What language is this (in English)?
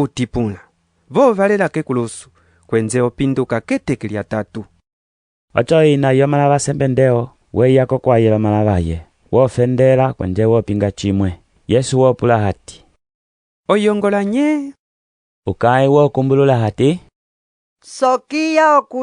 Umbundu